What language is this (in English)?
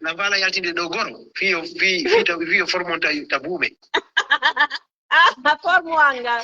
Fula